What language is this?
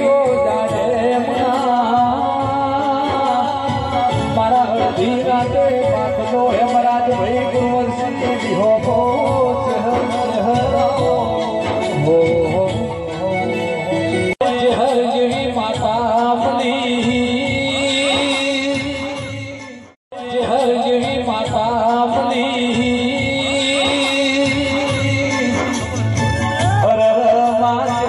Gujarati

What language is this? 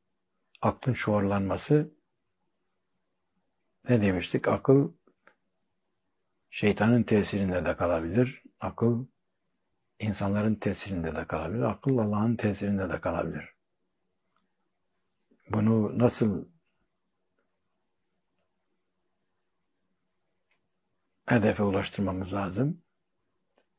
Turkish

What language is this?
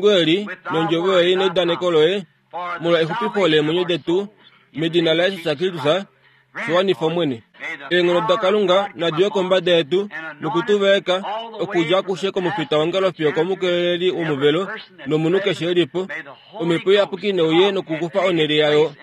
Kuanyama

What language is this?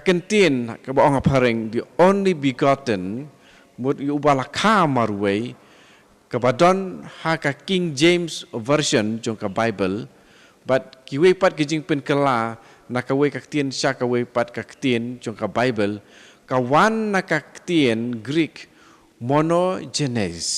Khasi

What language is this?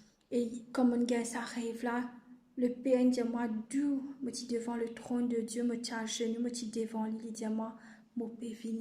Morisyen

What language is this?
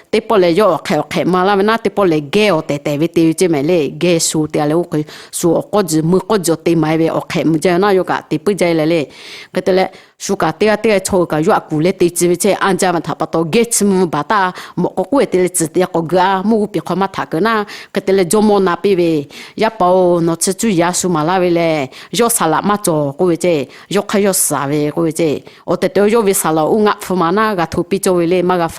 Lahu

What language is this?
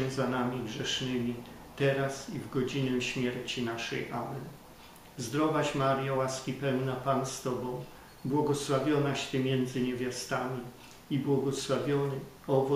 Polish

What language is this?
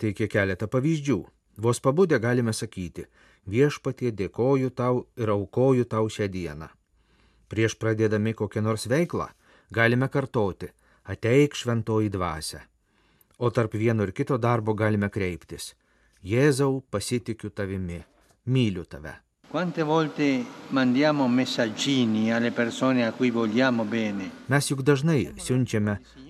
Lithuanian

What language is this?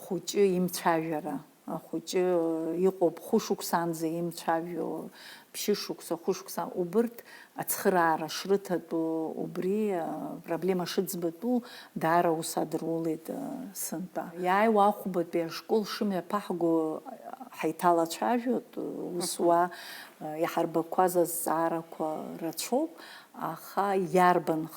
Abkhazian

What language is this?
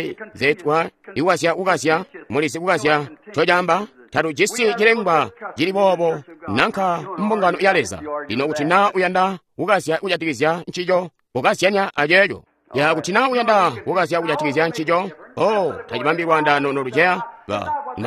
Tonga (Zambia)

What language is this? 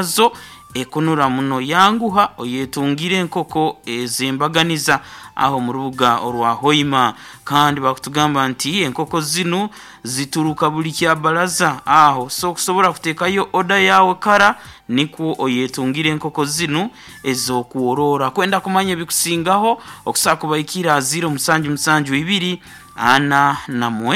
Nyoro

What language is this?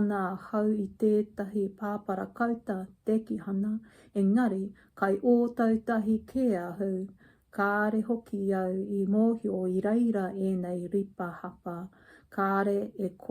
Māori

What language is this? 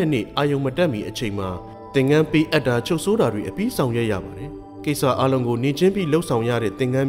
Burmese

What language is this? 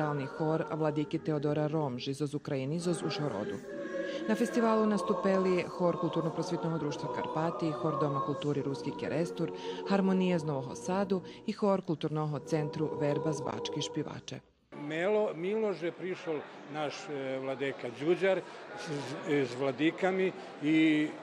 Rusyn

